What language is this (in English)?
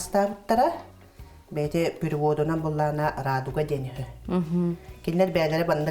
Yakut